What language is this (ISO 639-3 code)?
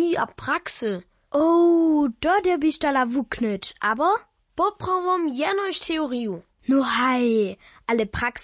hsb